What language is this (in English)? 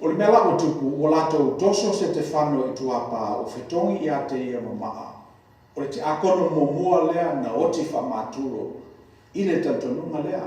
Samoan